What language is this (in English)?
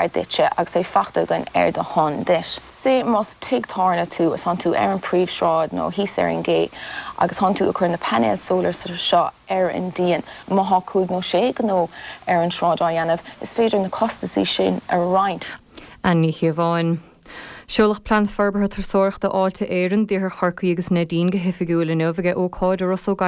Irish